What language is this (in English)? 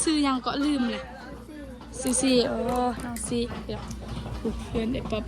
Northeastern Thai